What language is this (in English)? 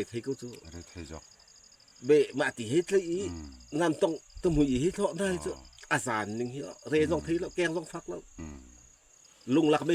Falam Chin